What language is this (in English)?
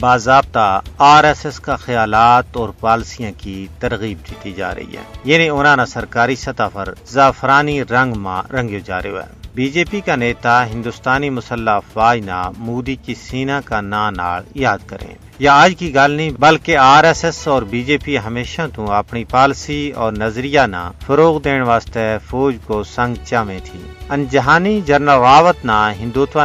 Gujari